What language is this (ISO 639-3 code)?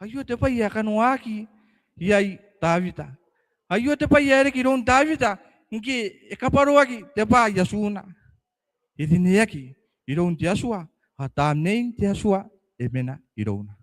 gil